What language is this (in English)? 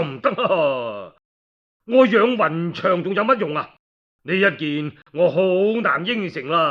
Cantonese